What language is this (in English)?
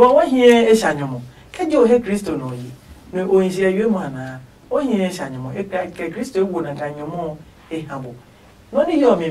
Adangme